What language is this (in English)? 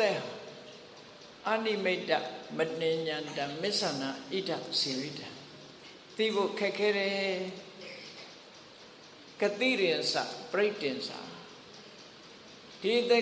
Burmese